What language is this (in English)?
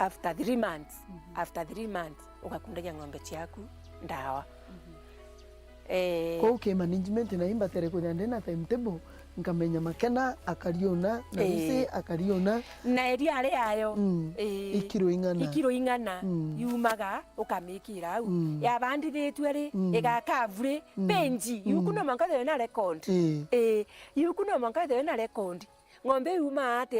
Meru